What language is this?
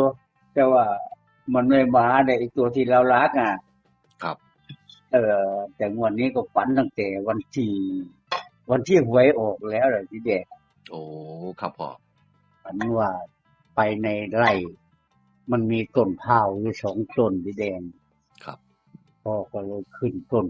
Northeastern Thai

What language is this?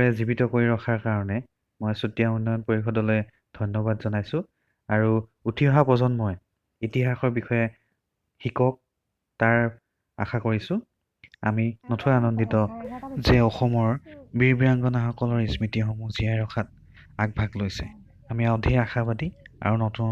Assamese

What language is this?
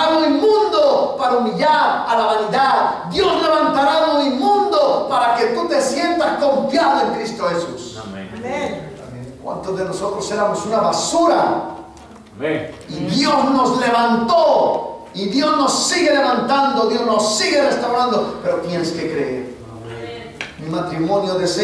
Spanish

